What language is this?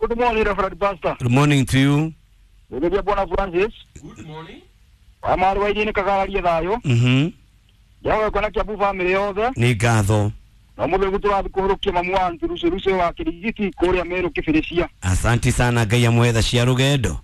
Kikuyu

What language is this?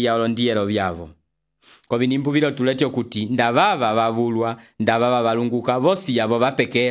Umbundu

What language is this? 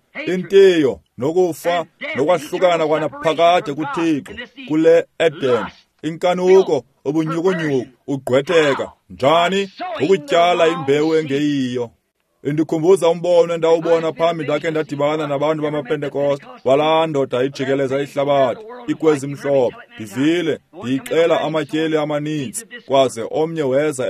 Xhosa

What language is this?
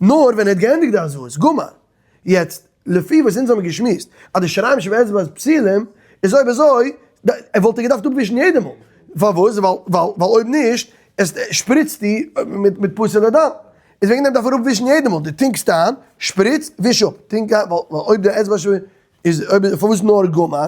Yiddish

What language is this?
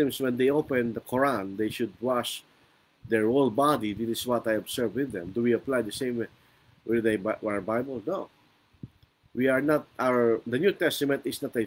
Filipino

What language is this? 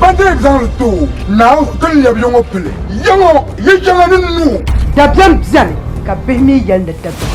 Dagbani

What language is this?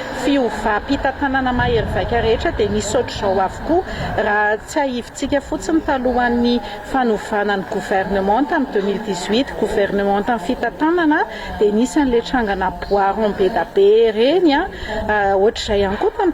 Malagasy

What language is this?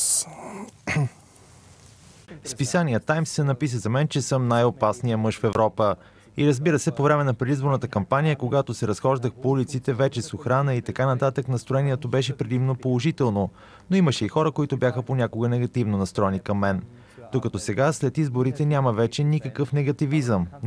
Bulgarian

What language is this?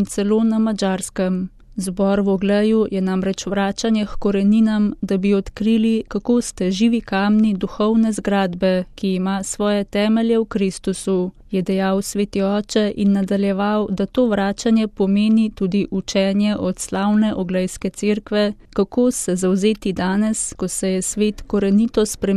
Slovenian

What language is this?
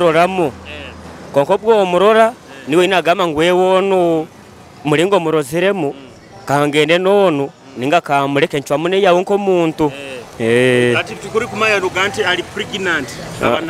Nyoro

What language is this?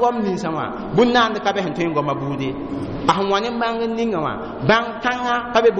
Mossi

